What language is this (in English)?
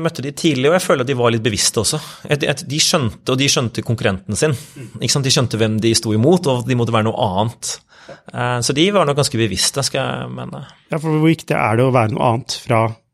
Norwegian